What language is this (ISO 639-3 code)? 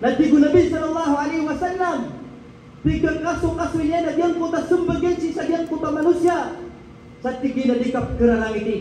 mrw